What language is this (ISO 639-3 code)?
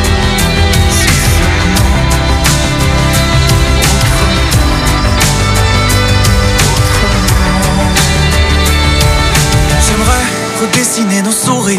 fra